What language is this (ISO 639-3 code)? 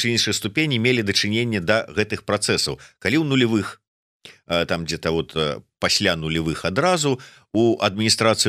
bel